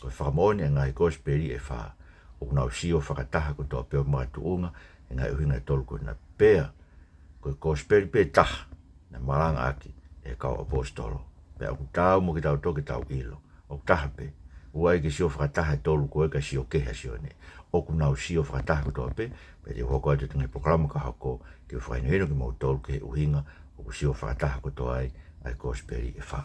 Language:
Tongan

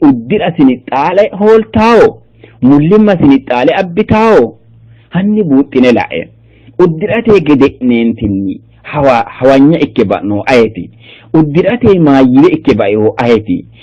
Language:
Sidamo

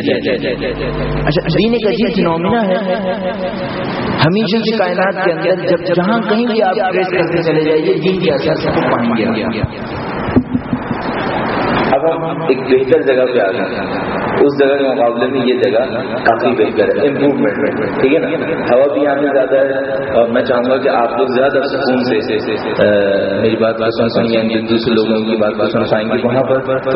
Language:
Urdu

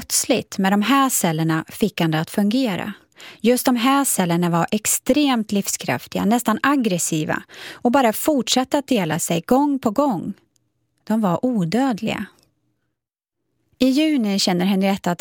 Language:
Swedish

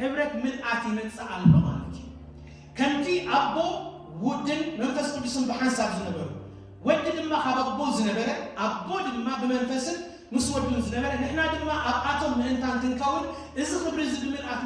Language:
Tigrinya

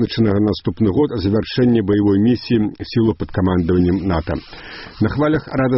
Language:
Belarusian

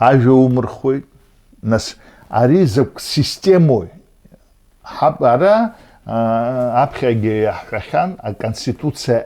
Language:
Abkhazian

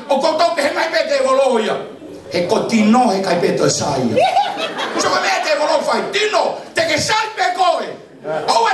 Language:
Tongan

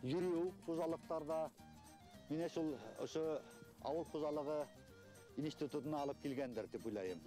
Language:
Bashkir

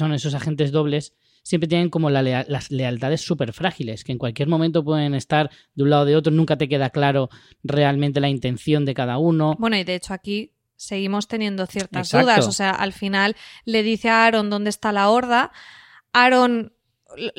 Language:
Spanish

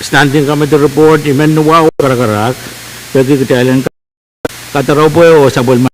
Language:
Pohnpeian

